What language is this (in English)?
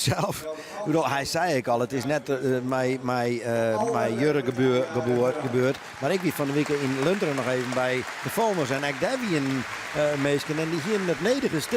Western Frisian